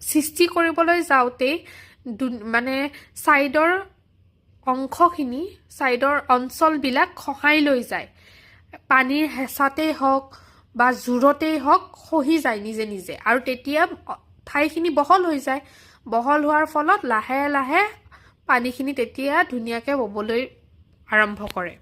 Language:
Assamese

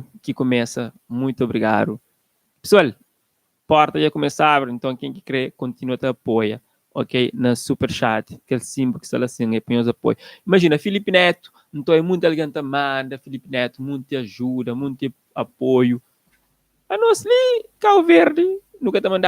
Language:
Kabuverdianu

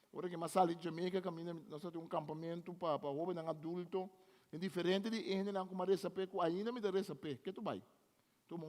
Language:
Papiamento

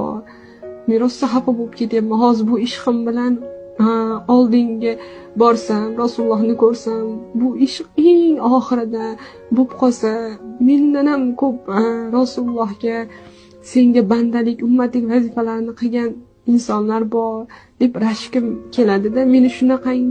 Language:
Uzbek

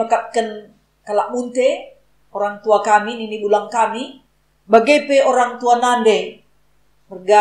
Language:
Batak Karo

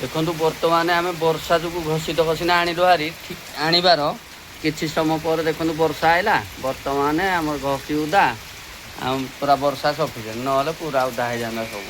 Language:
Odia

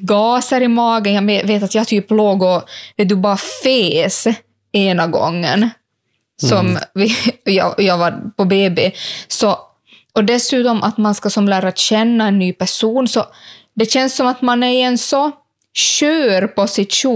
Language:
Swedish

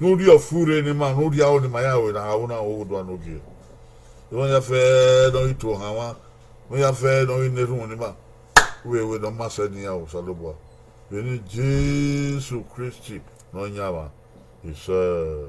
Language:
Bini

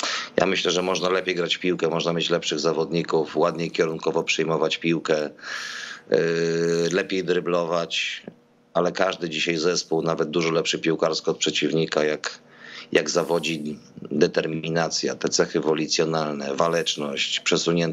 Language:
Polish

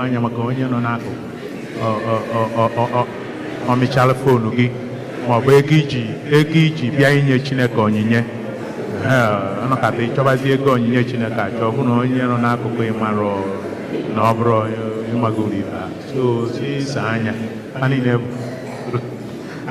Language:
Igbo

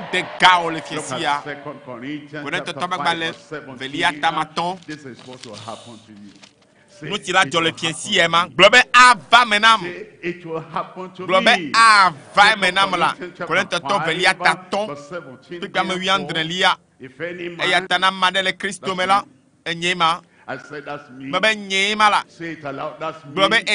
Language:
Ewe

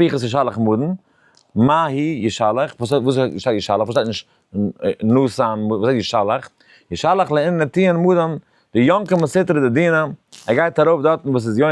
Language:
Yiddish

